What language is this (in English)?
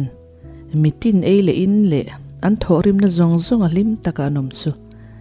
Mizo